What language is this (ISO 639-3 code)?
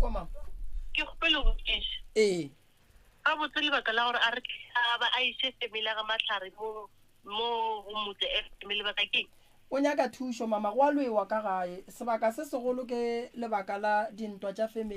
nso